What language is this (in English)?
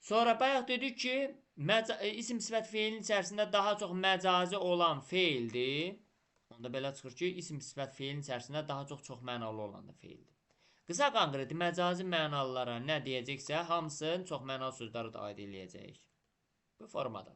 Azerbaijani